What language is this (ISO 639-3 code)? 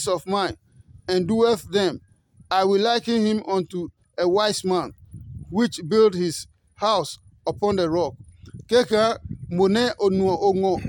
ada